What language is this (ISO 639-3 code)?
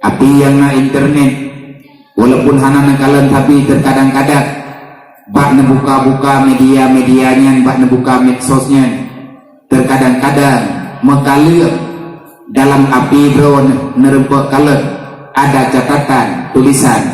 ace